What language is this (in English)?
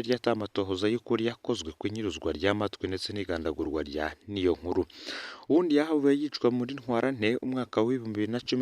Rundi